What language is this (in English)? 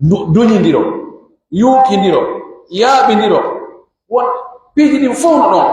Pular